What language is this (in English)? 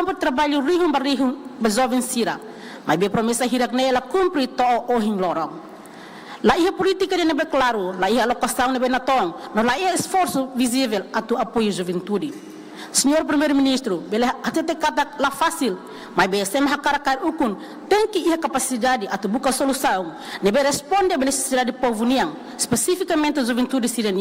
Tetum